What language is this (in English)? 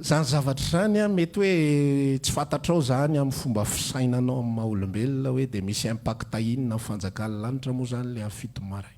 Malagasy